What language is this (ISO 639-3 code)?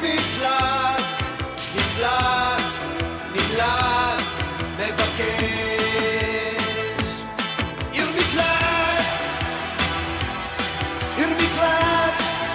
heb